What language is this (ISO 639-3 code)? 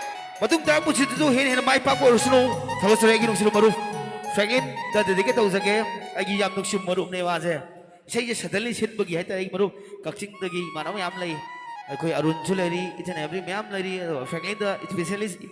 mni